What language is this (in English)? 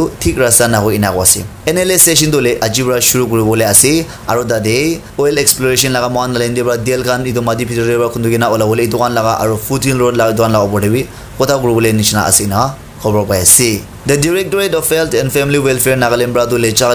Naga Pidgin